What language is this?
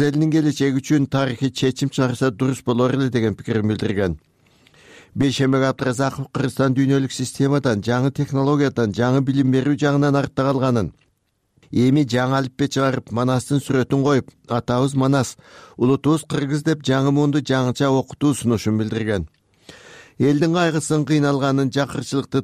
Kyrgyz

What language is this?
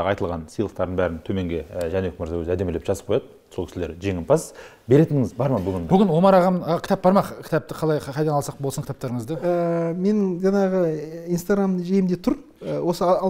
Kazakh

